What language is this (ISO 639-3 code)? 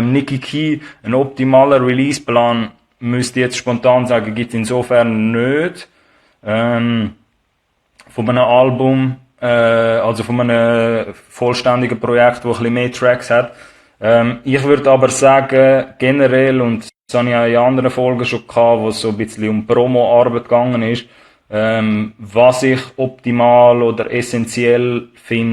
gsw